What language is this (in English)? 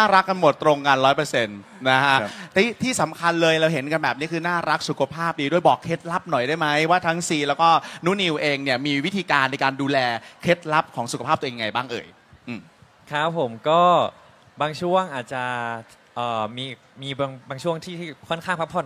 Thai